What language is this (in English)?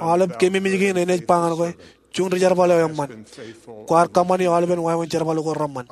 Marshallese